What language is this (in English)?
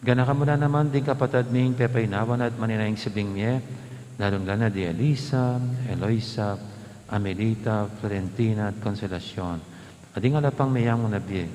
Pampanga